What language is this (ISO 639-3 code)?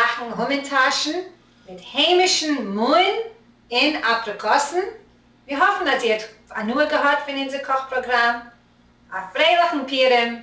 yid